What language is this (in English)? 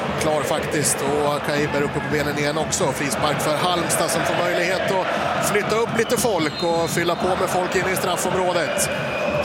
Swedish